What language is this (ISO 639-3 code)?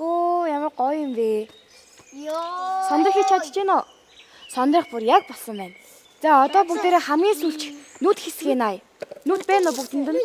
mon